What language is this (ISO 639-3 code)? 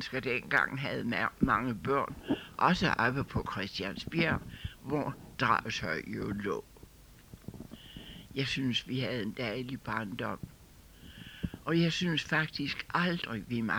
dan